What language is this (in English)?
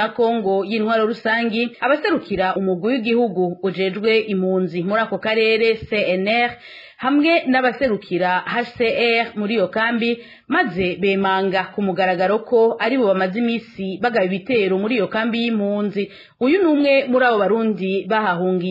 Rundi